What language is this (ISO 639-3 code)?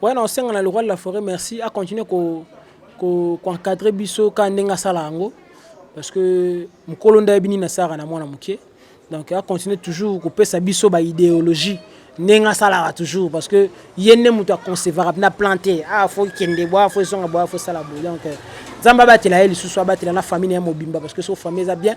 lin